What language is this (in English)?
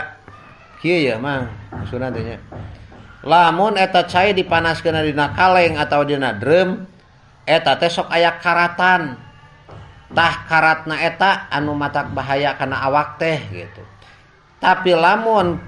Sundanese